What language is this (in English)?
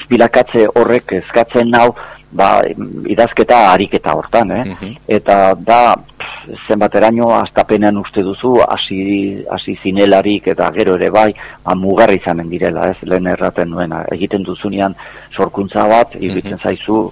Basque